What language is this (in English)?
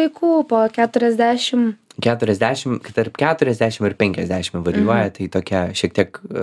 Lithuanian